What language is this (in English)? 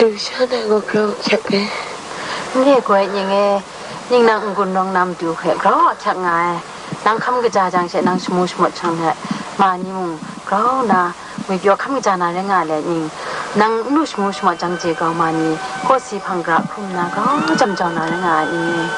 Kachin